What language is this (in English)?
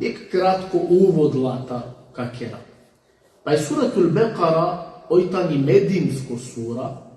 Balkan Romani